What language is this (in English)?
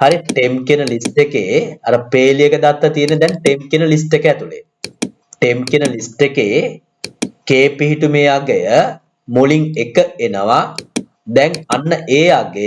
Sinhala